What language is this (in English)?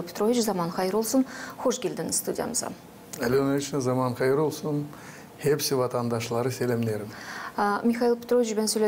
Gagauz